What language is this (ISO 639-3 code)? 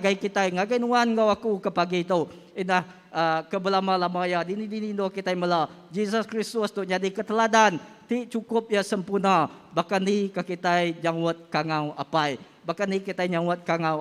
iba